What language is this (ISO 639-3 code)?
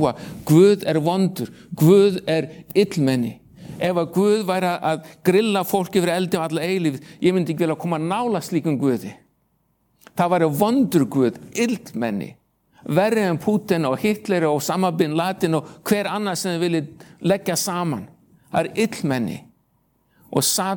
isl